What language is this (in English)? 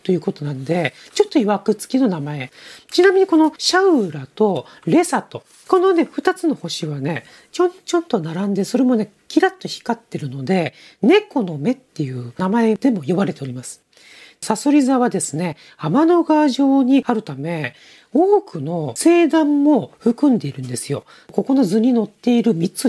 Japanese